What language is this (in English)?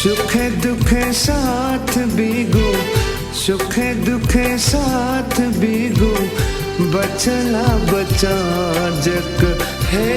Newari